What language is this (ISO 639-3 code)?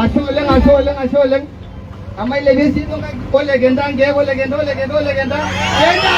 mas